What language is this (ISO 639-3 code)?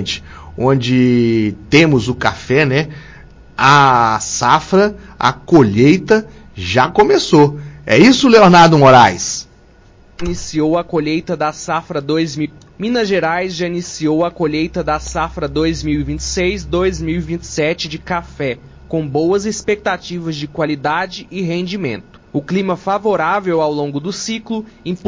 por